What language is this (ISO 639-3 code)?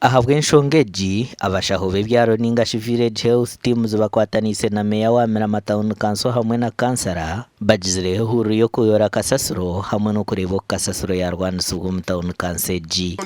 nyn